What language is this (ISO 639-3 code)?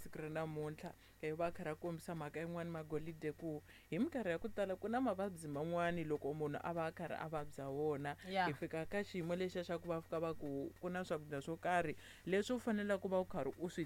tso